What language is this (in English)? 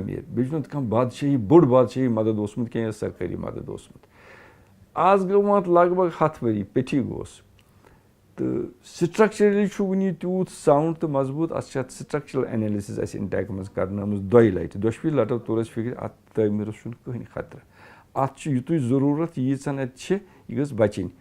Kashmiri